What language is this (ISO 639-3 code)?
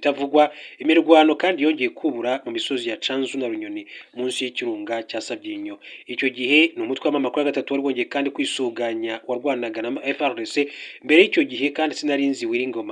kin